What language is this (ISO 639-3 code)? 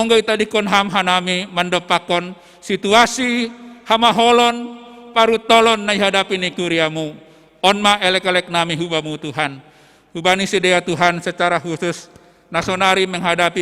bts